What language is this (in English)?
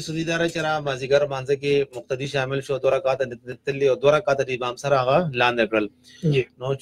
Pashto